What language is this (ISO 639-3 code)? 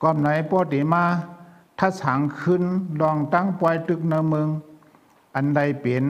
shn